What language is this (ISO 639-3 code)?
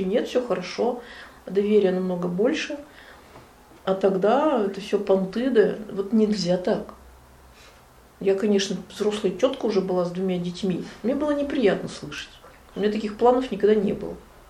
rus